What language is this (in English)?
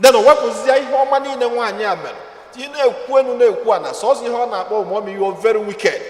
Igbo